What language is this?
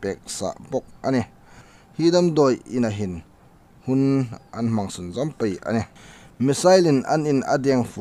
Hmar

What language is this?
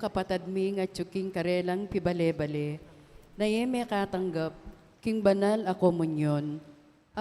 Pampanga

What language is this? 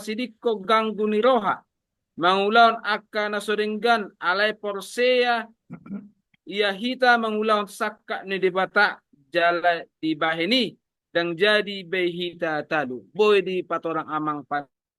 Batak Toba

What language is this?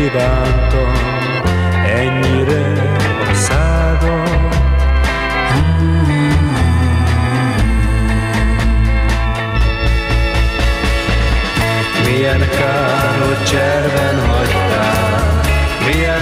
Hungarian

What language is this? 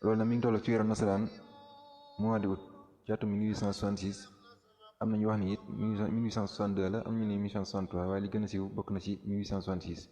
Wolof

